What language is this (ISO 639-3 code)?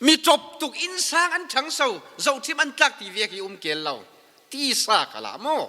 cfm